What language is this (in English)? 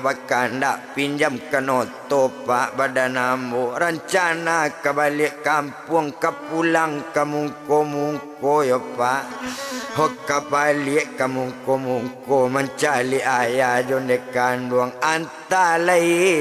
Minangkabau